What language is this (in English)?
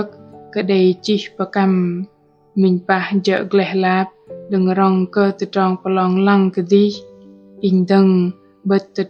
Bahnar